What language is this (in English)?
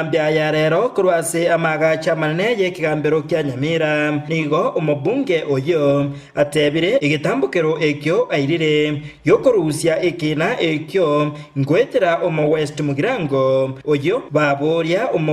Gusii